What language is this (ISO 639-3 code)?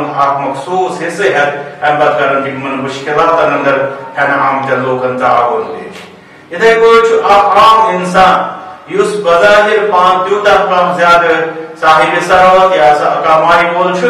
kas